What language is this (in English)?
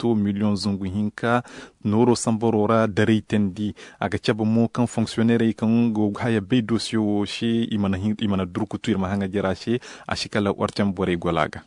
Zarma